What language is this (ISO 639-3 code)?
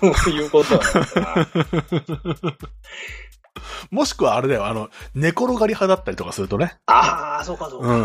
jpn